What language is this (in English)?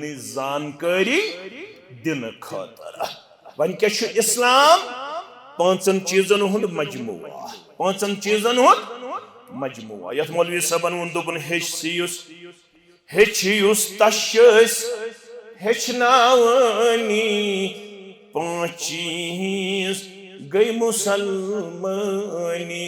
Kashmiri